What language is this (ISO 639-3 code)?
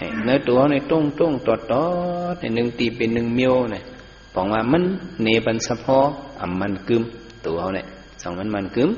shn